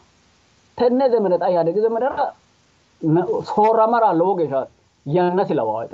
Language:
Sidamo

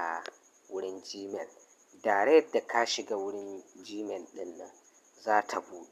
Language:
Hausa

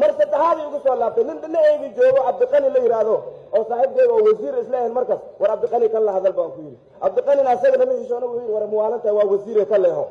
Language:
Somali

